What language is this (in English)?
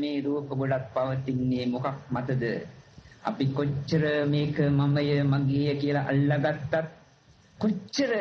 Sinhala